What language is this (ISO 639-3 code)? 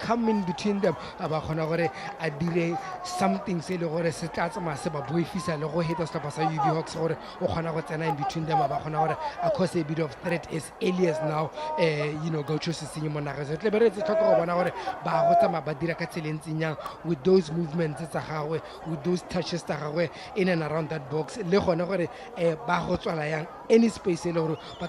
tsn